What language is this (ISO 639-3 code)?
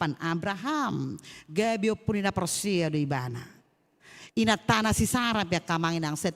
bbc